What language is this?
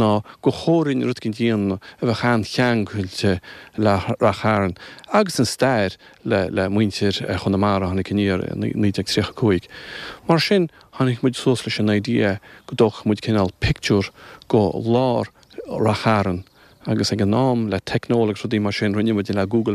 Irish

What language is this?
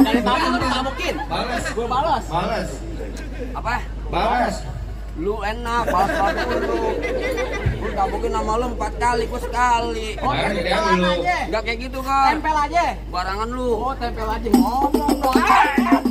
Betawi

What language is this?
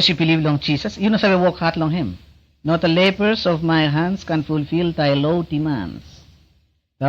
Bislama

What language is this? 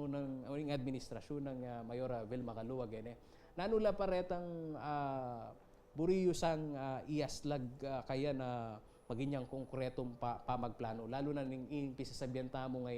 Pampanga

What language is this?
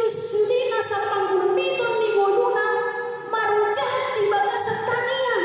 Batak Toba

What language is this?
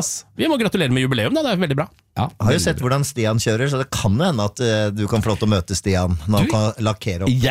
Norwegian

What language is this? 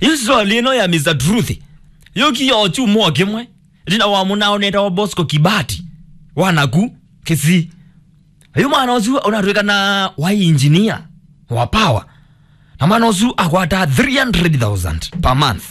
Kamba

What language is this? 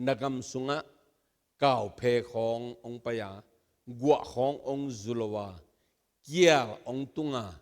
Tedim Chin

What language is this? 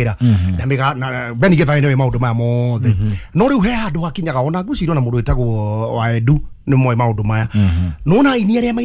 Kikuyu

